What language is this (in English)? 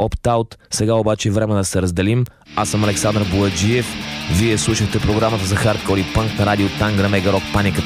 Bulgarian